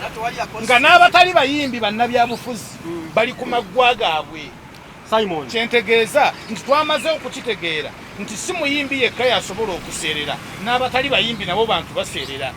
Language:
Ganda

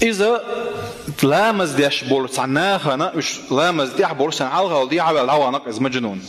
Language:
Chechen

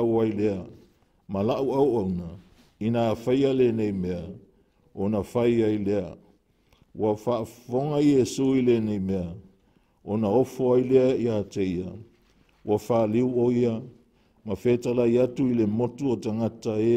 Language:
Samoan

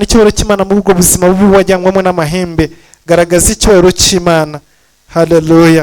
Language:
Kinyarwanda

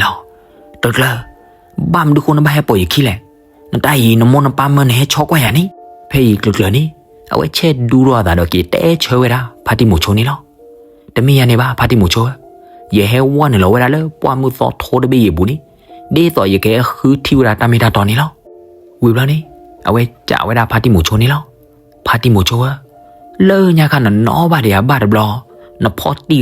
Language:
S'gaw Karen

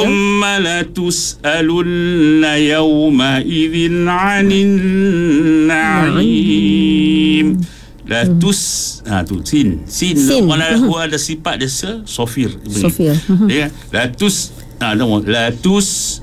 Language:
Malay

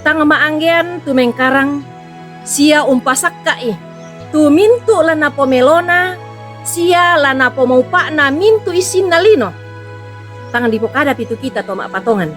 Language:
Toraja-Sa'dan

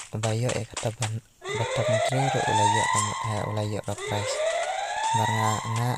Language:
Khasi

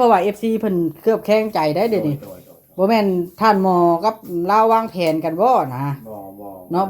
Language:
Northeastern Thai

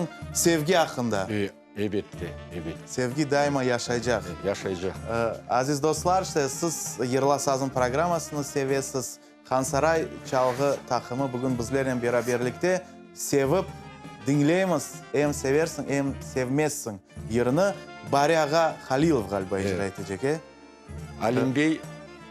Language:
Crimean Tatar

